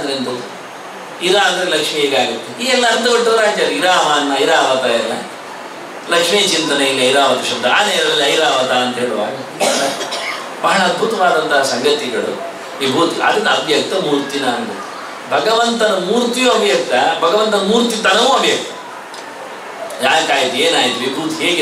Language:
Kannada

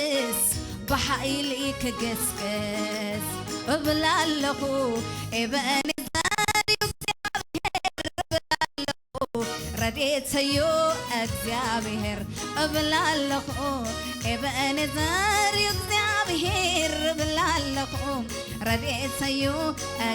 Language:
Tigrinya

